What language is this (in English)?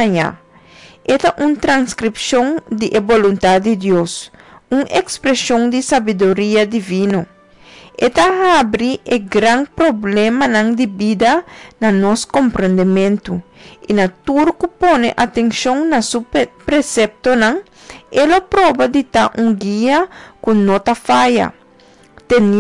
Papiamento